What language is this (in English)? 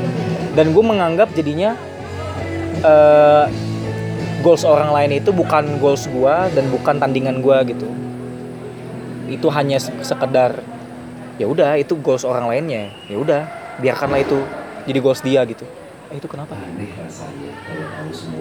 Indonesian